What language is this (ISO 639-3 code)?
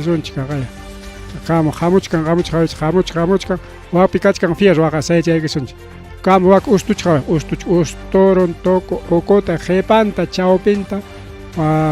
quy